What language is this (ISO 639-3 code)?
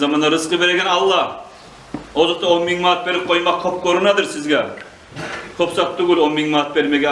kum